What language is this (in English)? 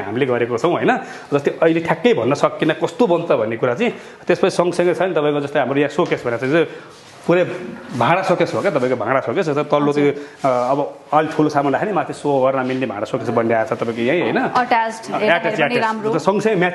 Nepali